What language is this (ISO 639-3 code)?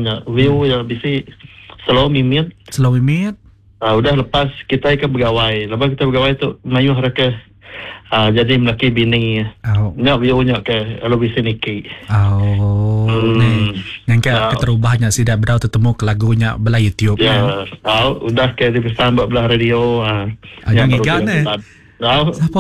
iba